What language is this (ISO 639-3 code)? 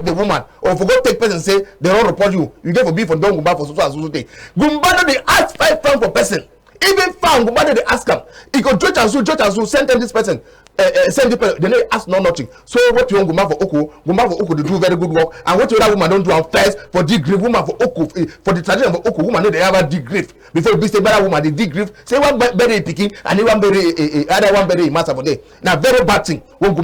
wes